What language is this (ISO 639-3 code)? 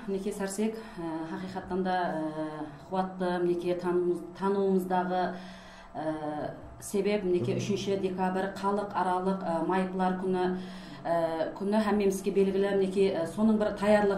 kaa